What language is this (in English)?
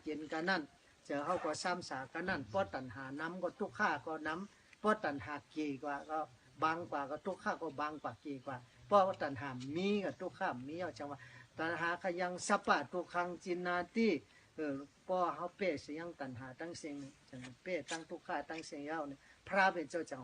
Shan